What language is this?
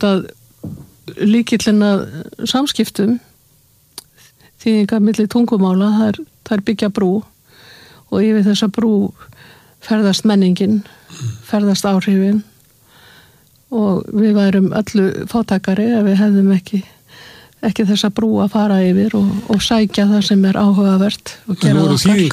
Icelandic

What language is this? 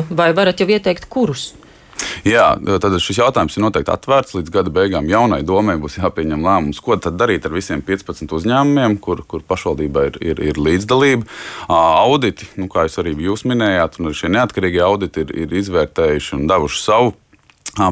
Latvian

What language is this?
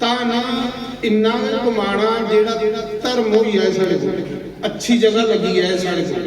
Dogri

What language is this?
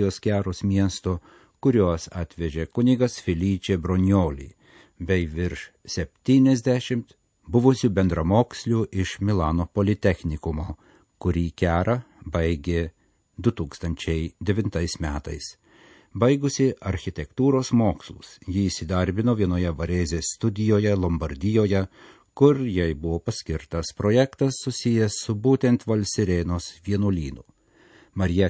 Lithuanian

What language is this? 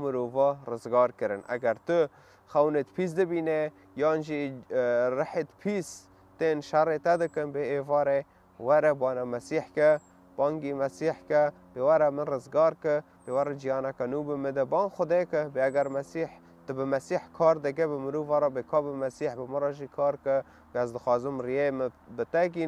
Kurdish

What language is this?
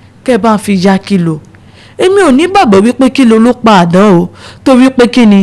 Yoruba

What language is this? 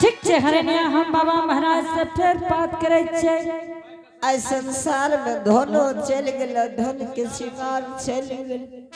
Angika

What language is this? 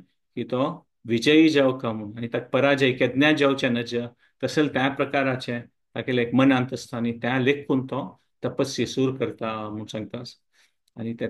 Konkani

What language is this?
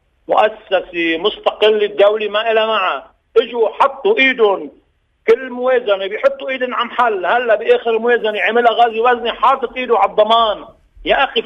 North Levantine Arabic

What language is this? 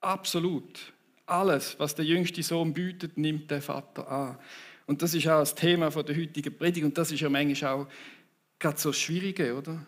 Swiss German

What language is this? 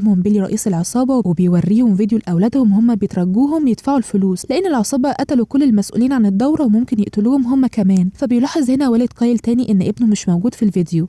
Egyptian Arabic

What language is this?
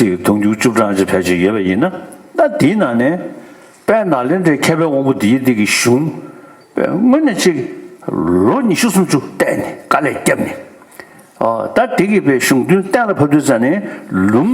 Tibetan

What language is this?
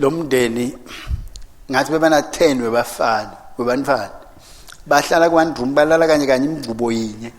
Swati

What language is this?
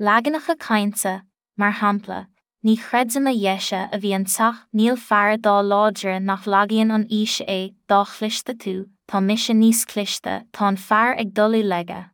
Irish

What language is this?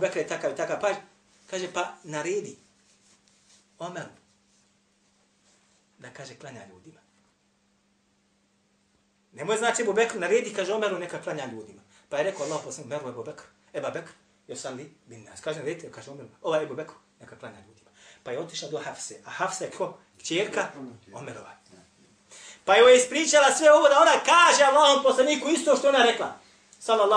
Bosnian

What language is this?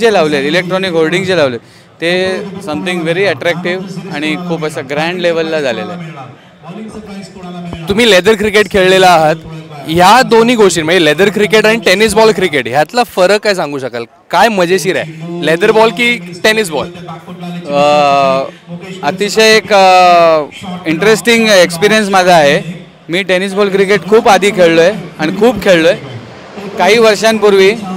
Marathi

